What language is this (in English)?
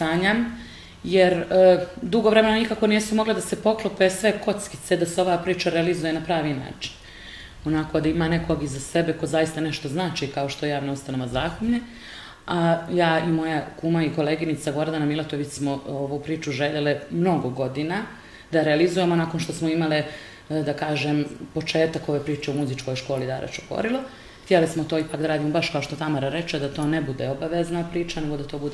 Bosnian